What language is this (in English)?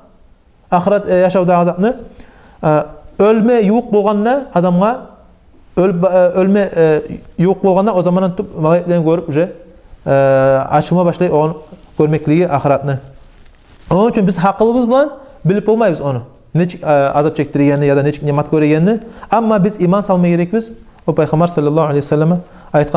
Kumyk